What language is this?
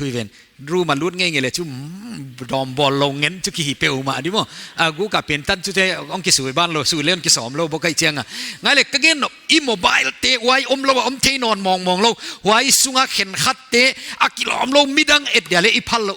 Paite Chin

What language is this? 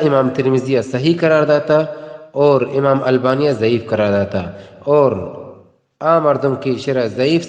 Baluchi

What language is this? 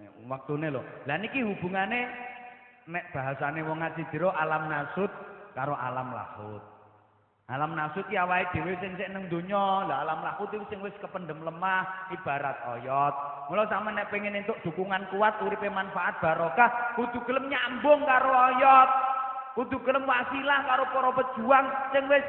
Javanese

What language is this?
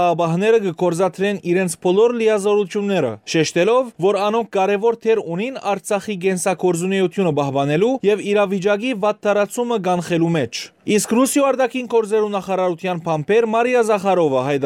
Western Armenian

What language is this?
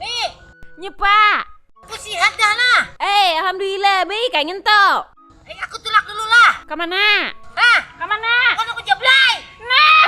Banjar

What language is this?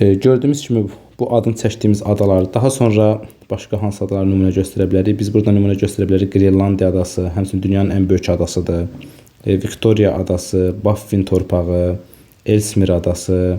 Azerbaijani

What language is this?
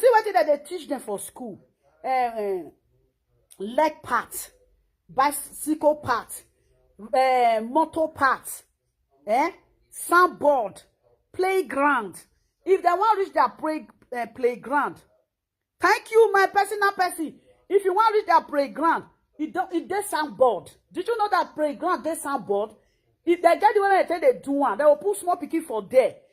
Nigerian Pidgin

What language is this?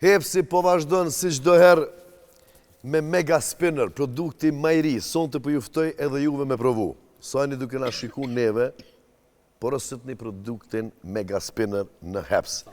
Albanian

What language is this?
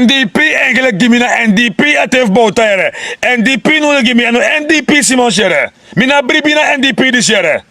Sranan Tongo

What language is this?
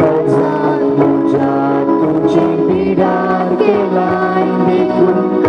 Konkani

